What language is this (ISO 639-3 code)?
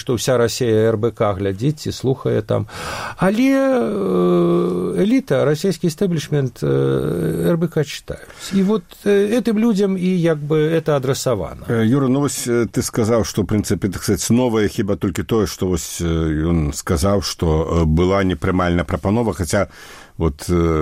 bel